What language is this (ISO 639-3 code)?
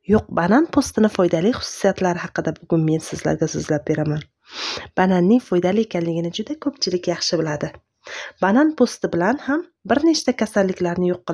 uzb